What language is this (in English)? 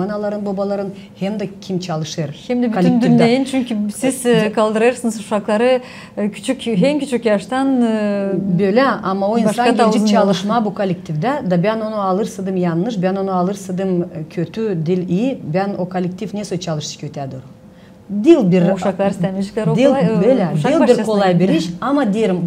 Gagauz